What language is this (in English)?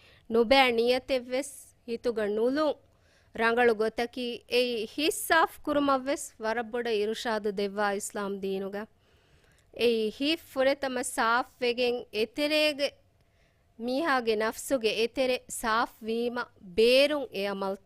Divehi